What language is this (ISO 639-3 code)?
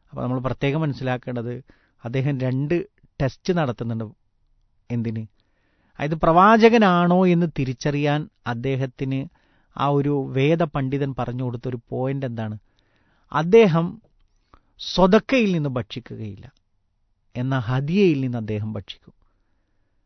mal